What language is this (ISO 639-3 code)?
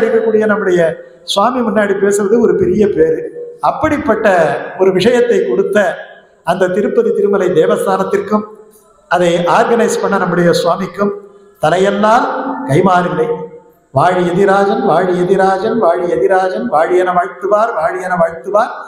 tam